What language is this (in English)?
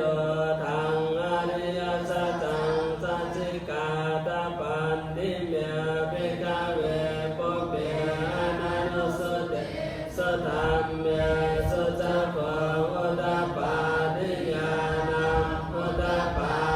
Pali